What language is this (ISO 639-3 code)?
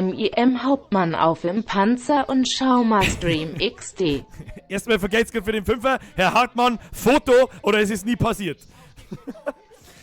bar